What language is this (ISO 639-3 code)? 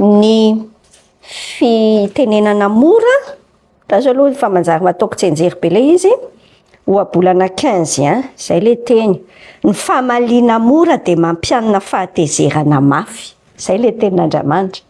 mlg